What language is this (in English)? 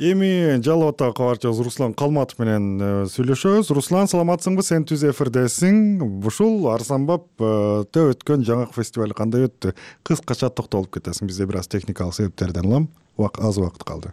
Kyrgyz